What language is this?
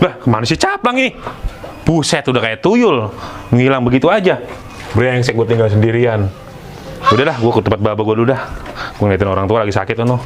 Betawi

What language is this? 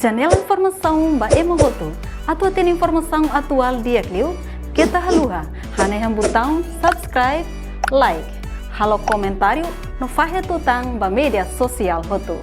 Tetum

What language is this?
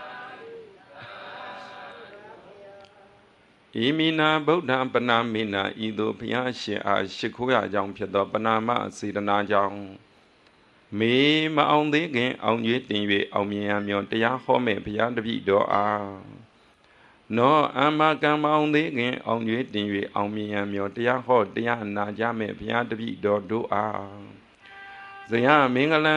Burmese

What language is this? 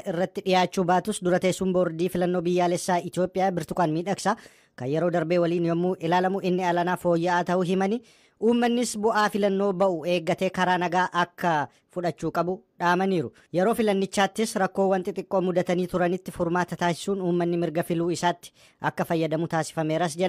Oromo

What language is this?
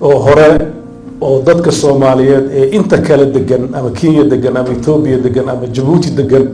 Somali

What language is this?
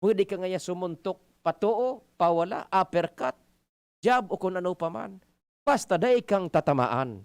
Bikol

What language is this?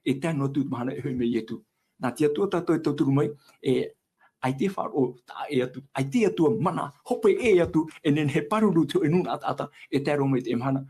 Tahitian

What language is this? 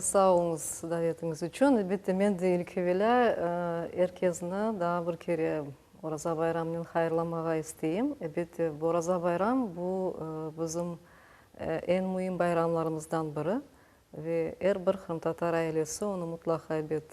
Crimean Tatar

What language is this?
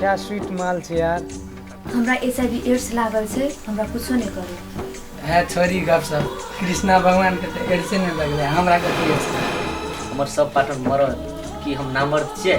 Maithili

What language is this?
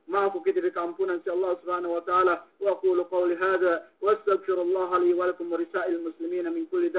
Yakan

